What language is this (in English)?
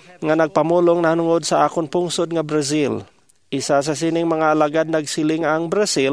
Hiligaynon